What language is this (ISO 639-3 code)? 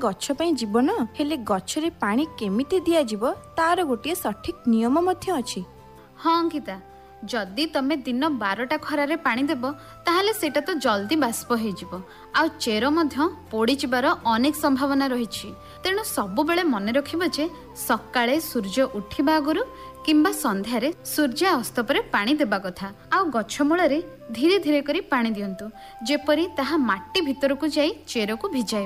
ori